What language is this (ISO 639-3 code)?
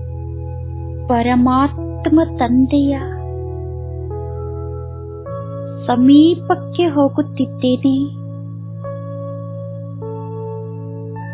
kan